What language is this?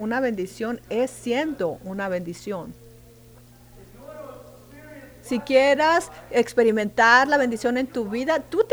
Spanish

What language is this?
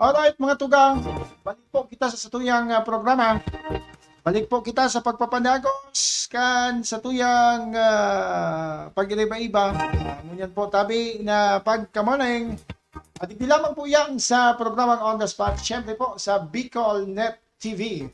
Bikol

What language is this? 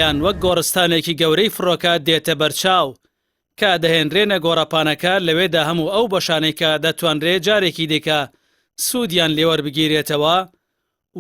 Central Kurdish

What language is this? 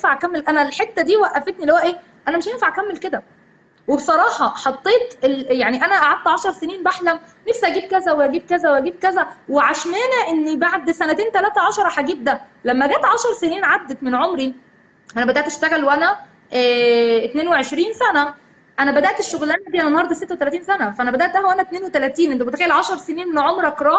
Egyptian Arabic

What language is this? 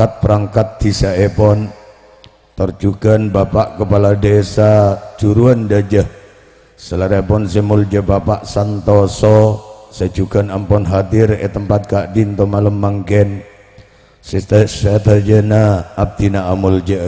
Madurese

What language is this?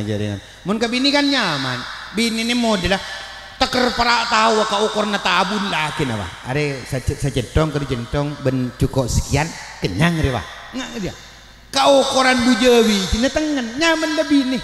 Madurese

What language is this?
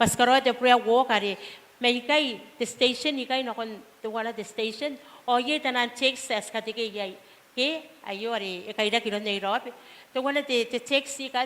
Gilbertese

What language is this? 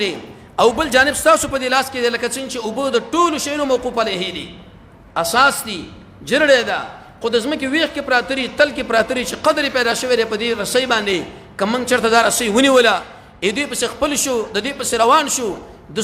Pashto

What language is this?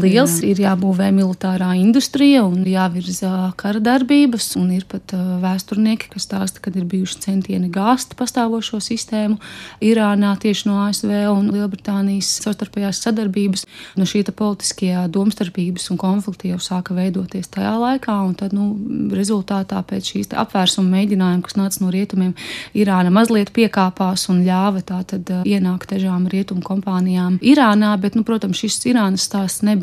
Latvian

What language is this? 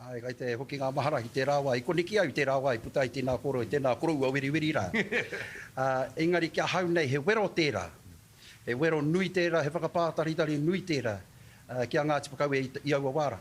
Māori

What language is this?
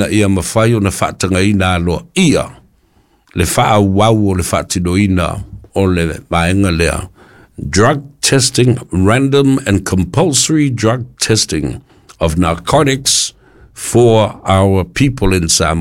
Samoan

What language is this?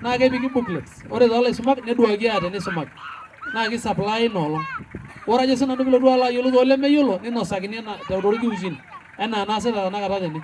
Masai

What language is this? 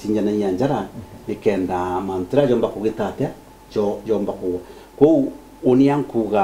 Meru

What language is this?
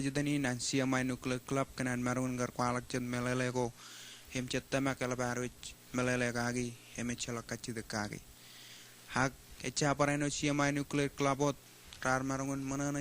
Marshallese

